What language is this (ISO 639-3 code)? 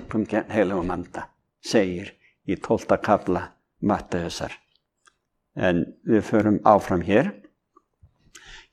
isl